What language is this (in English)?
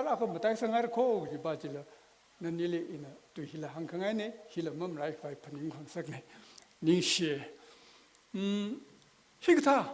Tangkhul Naga (India)